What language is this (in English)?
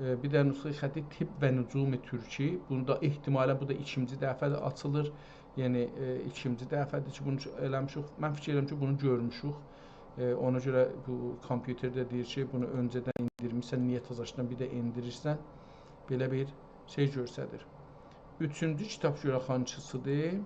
South Azerbaijani